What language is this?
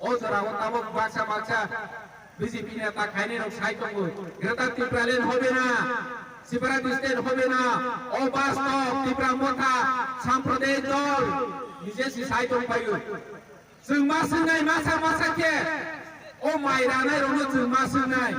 Kok Borok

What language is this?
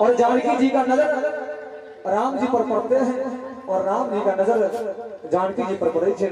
Maithili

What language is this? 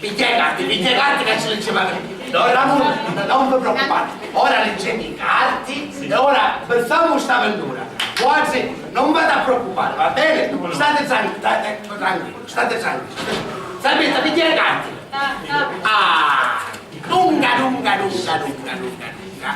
Sicilian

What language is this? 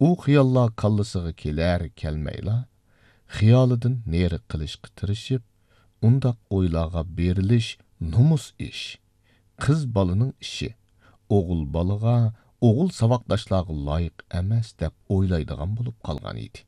Uyghur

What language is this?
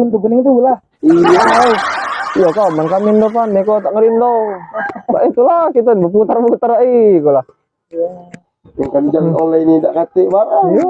Musi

